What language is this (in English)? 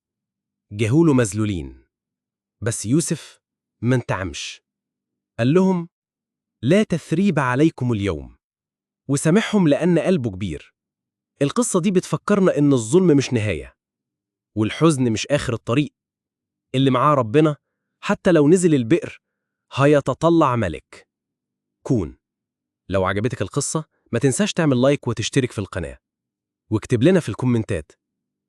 Egyptian Arabic